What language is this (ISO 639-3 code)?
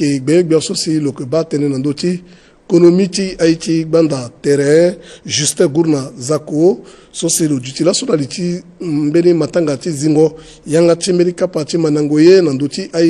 sag